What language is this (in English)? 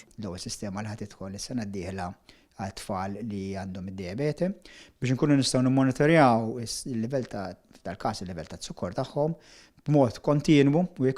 Maltese